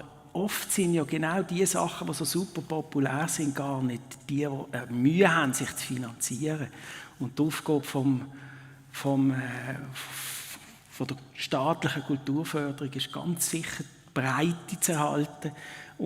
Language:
Swiss German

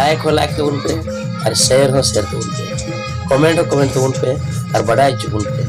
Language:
Santali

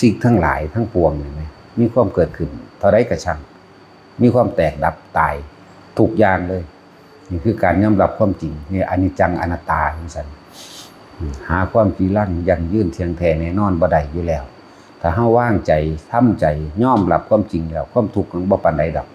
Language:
Northeastern Thai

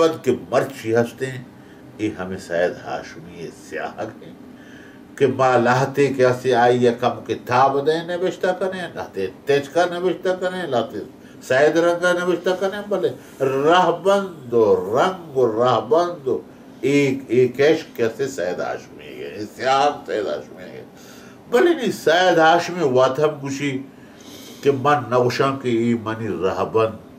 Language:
Baluchi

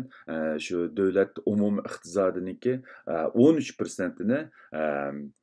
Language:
Uyghur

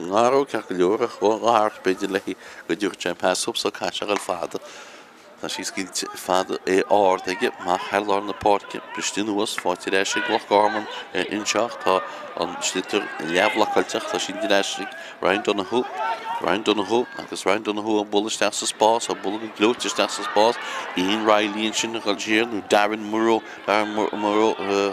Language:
Irish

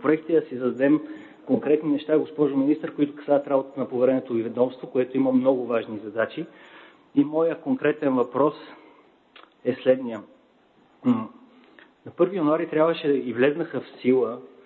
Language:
Bulgarian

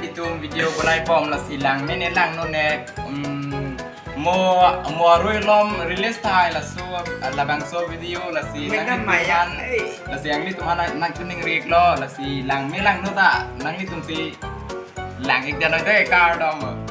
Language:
Karbi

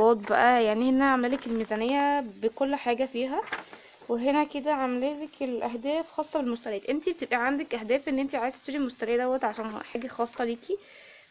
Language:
Egyptian Arabic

